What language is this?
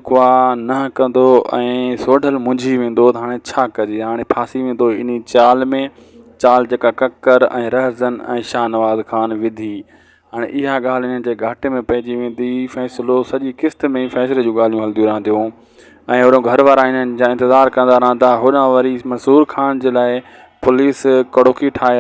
Sindhi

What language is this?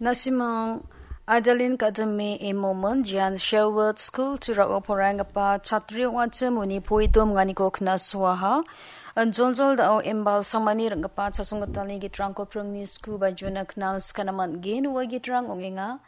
Garo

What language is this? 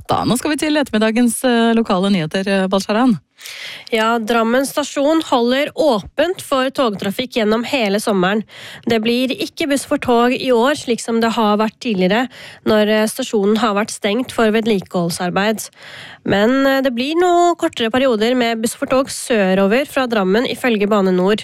Norwegian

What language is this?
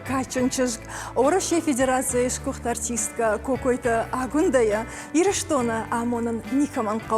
Ossetic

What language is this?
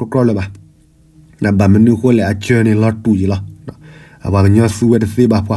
S'gaw Karen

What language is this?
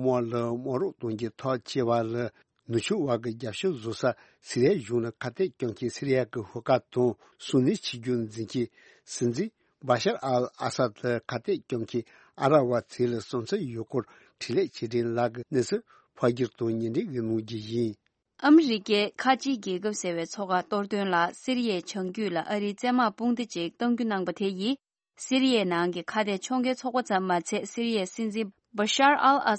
Tibetan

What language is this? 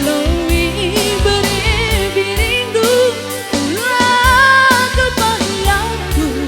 Batak Karo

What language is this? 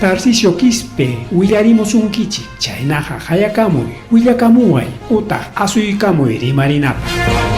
Ayacucho Quechua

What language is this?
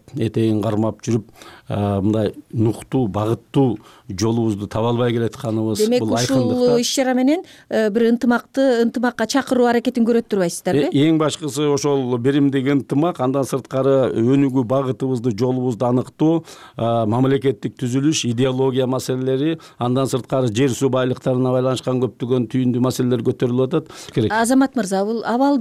Kyrgyz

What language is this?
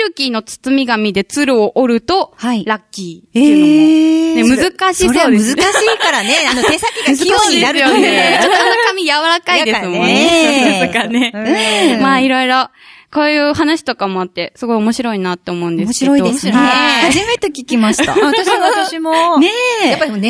Japanese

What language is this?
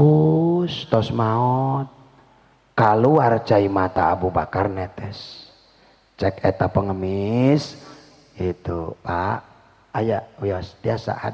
Sundanese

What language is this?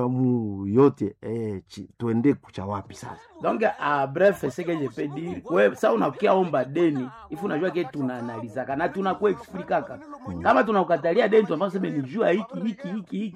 Swahili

